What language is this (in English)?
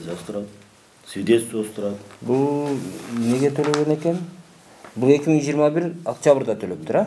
Kyrgyz